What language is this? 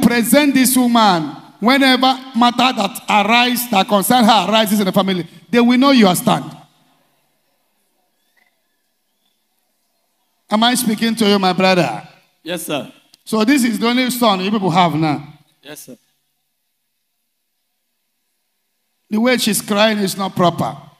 English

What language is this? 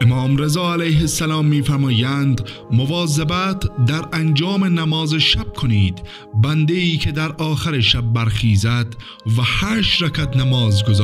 Persian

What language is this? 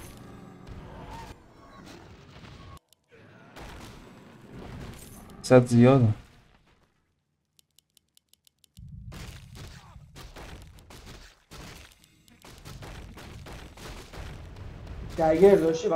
Persian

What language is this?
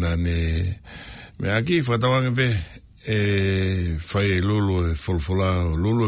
Tongan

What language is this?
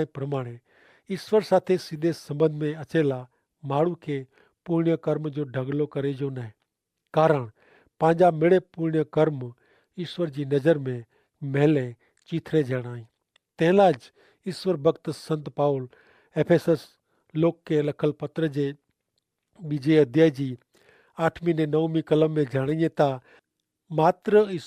Kachhi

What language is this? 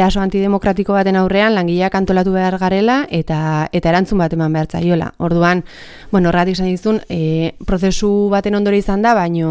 Basque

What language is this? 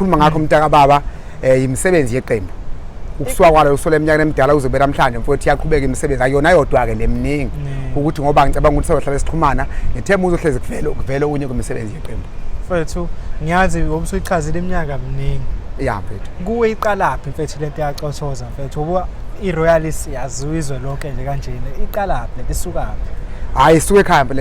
Zulu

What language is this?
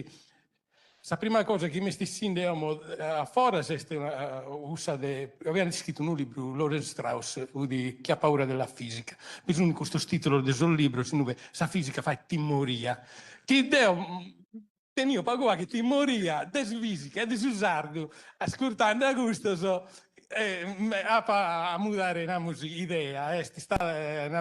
Sardinian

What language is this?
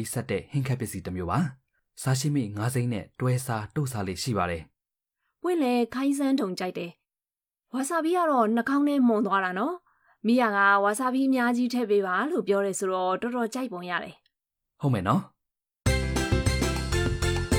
Burmese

